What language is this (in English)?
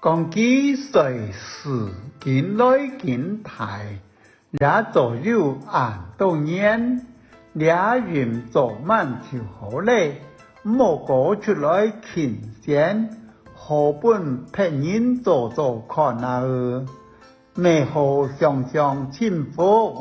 Hakka Chinese